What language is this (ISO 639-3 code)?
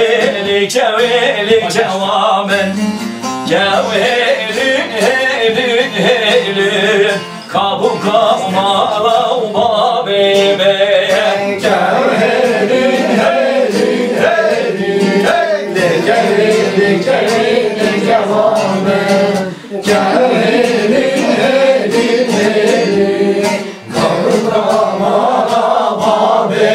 kur